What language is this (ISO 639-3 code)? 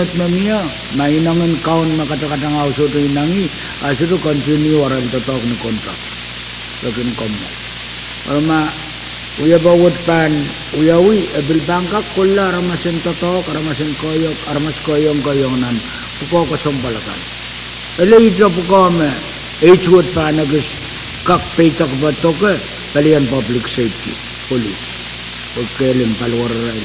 pon